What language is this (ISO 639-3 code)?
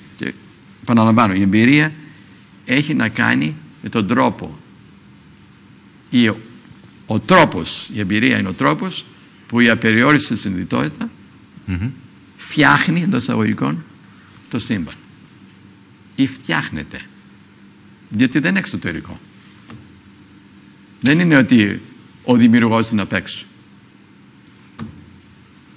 ell